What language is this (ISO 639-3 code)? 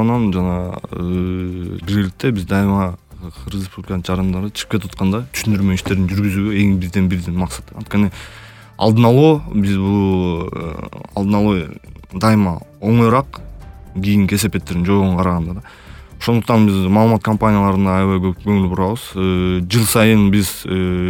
kir